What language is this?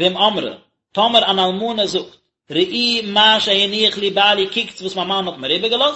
Yiddish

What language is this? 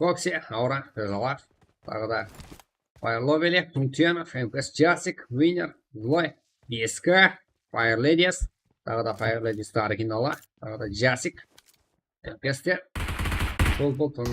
Kara-Kalpak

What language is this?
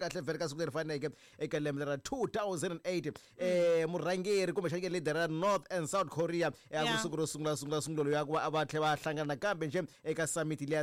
Tsonga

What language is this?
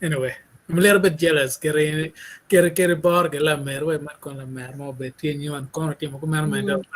Acoli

